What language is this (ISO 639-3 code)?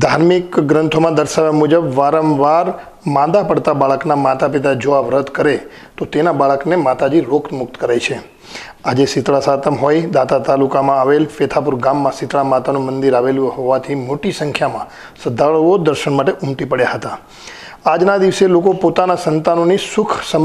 guj